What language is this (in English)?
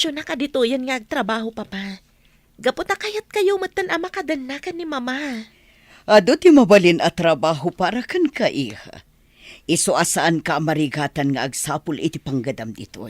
Iloko